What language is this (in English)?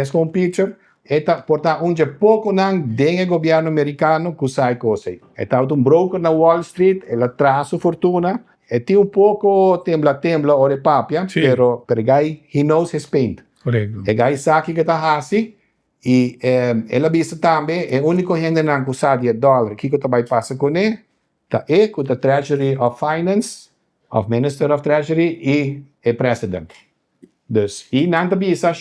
Papiamento